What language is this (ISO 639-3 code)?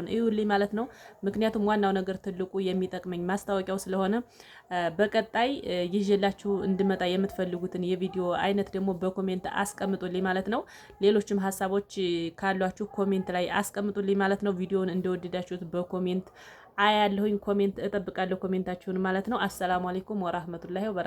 amh